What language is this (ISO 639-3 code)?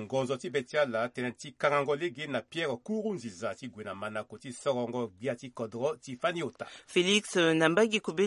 sag